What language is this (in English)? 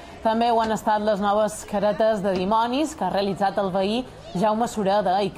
Catalan